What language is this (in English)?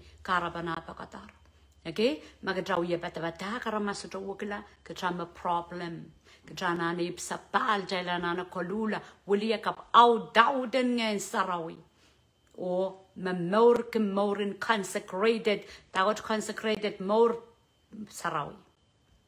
Pohnpeian